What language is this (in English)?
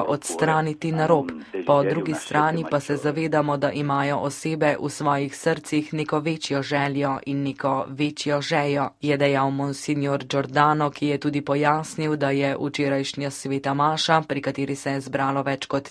Slovenian